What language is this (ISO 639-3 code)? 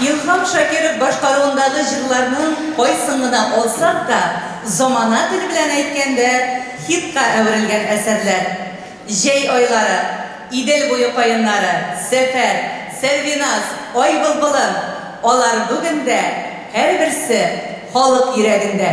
tat